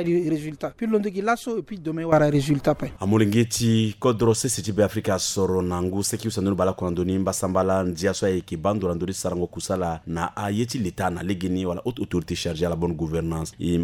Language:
Sango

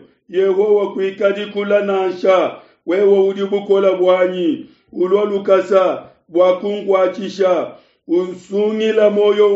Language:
Luba-Lulua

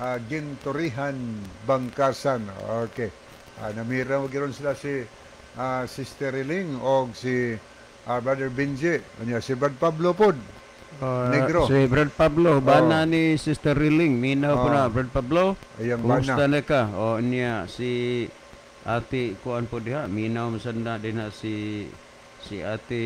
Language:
Cebuano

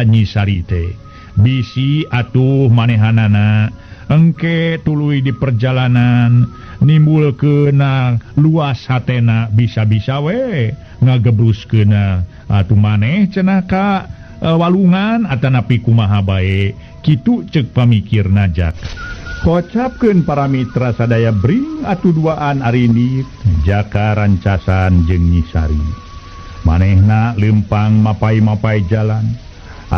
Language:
Sundanese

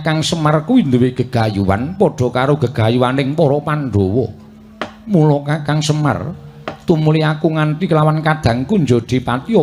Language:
Javanese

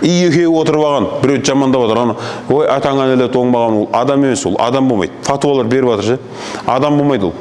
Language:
Kazakh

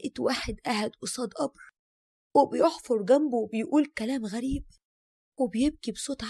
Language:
Egyptian Arabic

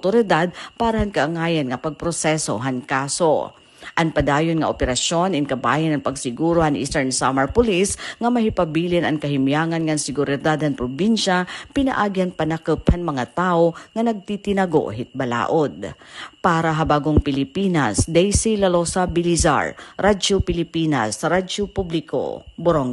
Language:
Waray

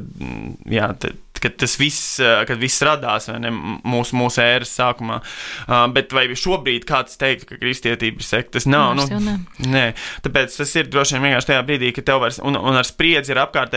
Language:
Latvian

